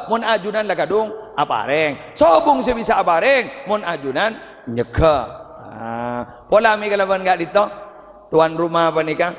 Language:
Madurese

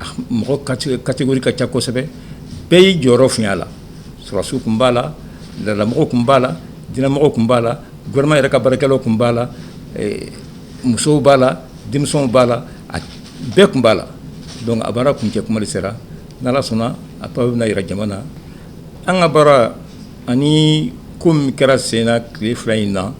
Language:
Bambara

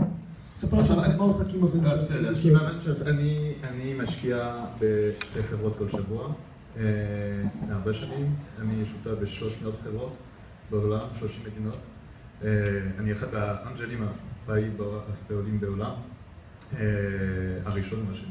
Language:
Hebrew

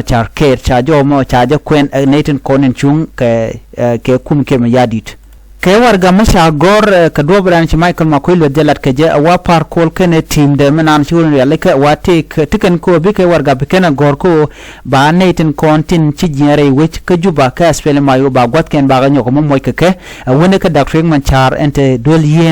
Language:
Nuer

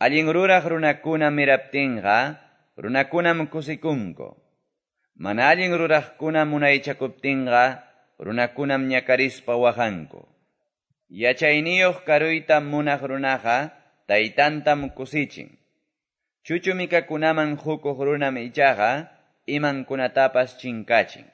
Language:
Quechua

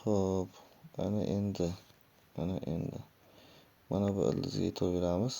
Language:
Uzbek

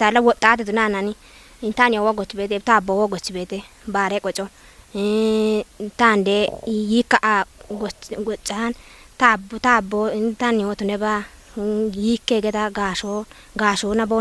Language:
Kafa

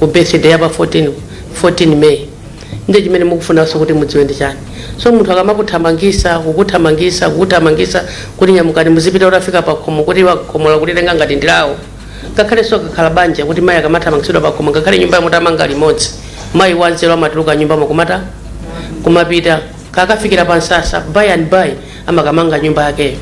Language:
Nyanja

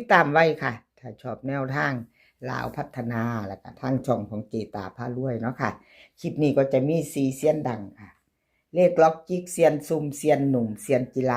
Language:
Northeastern Thai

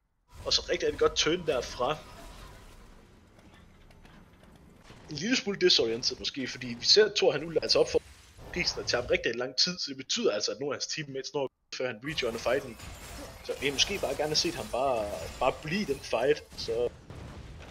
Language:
Danish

